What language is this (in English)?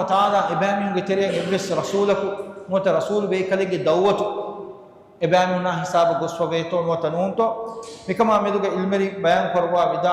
Divehi